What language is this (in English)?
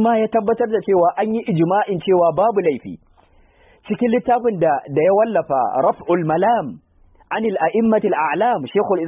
Hausa